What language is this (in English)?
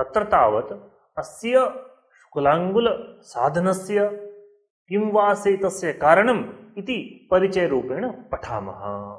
Sanskrit